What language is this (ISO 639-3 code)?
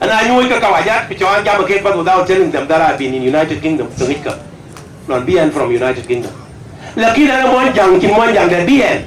din